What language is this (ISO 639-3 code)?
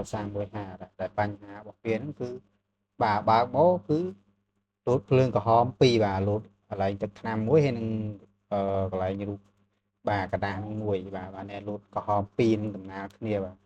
khm